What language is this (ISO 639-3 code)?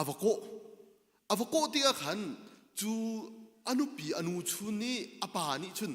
cnh